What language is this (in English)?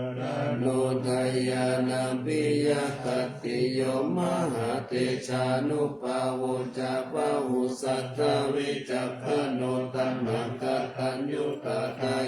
Pali